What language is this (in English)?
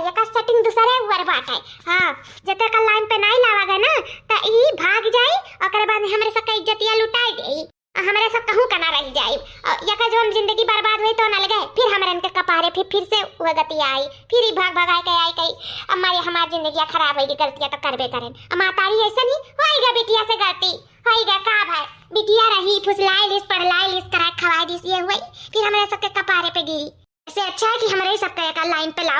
Awadhi